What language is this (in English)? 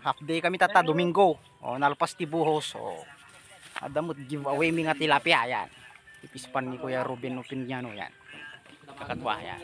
Iloko